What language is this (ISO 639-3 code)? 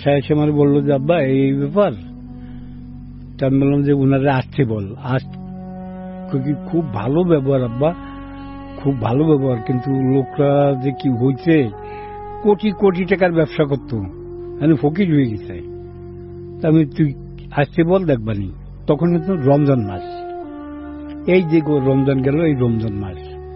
ben